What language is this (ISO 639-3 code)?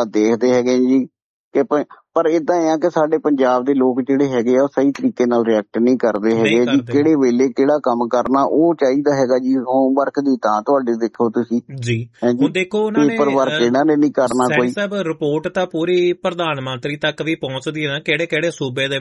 pan